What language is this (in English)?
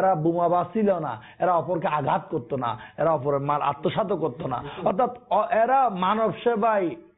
Bangla